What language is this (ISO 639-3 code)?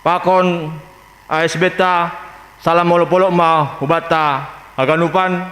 bts